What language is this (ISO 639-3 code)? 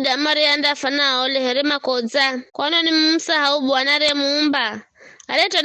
nyf